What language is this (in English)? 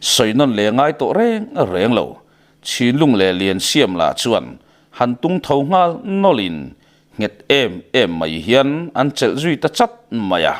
Mizo